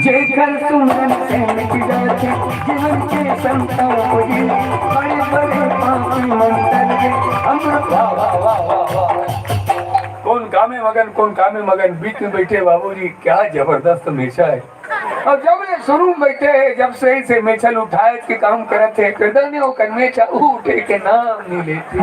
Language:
Chhattisgarhi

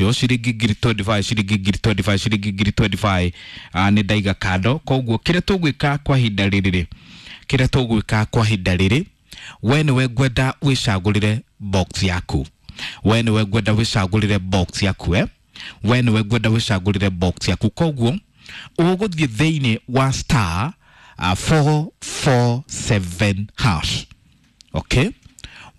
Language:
Kikuyu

